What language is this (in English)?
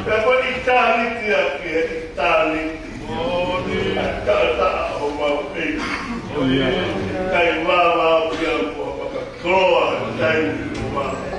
Tongan